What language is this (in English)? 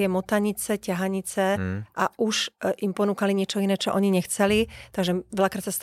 Slovak